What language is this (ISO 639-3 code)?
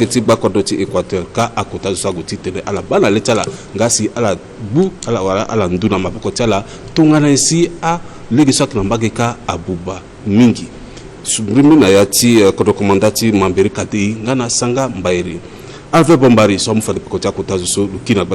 sag